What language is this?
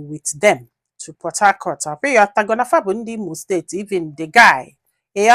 Igbo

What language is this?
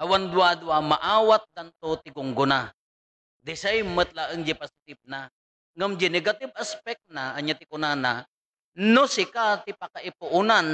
Iloko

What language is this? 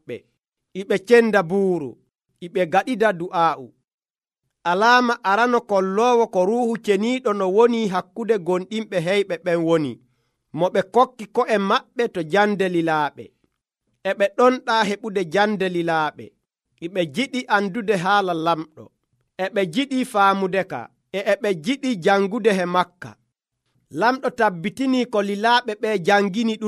Nigerian Fulfulde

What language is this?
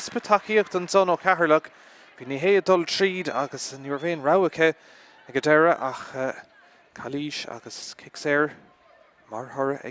Irish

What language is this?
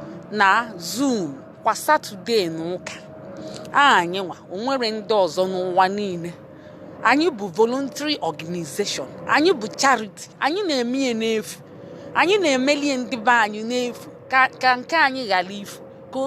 Igbo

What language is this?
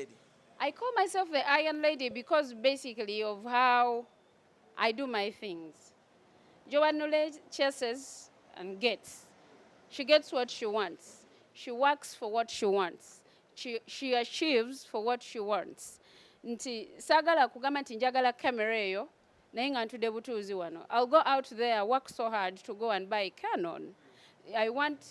Ganda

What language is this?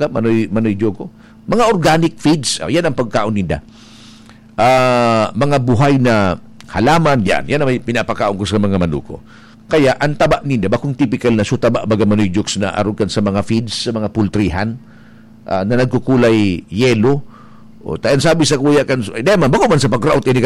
Bikol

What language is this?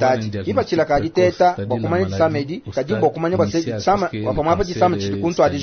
Luba-Lulua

